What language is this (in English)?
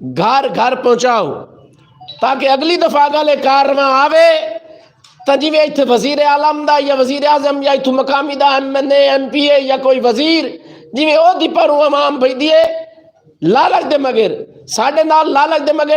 Western Panjabi